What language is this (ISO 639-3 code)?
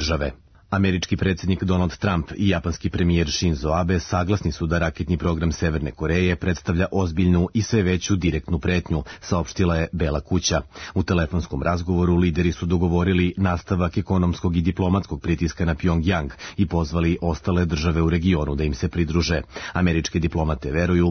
srp